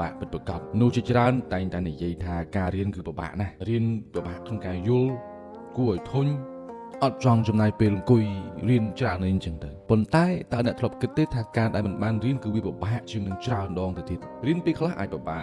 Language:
Khmer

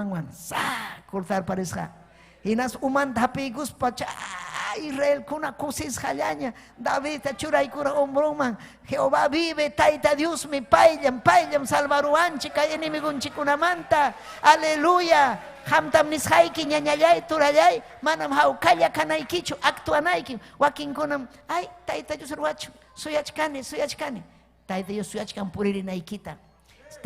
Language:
Ayacucho Quechua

